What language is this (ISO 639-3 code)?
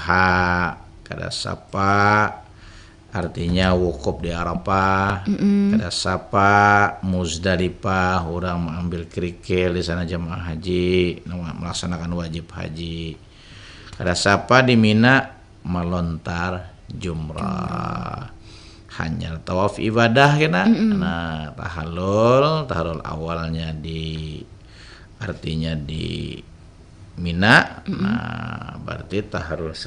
bjn